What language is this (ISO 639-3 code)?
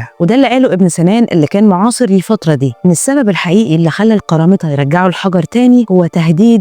arz